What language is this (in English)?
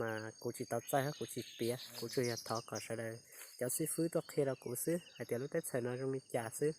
Hmong